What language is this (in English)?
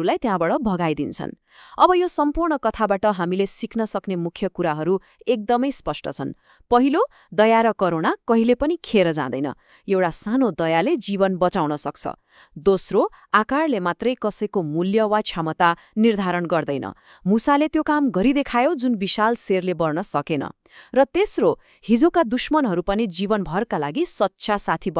Nepali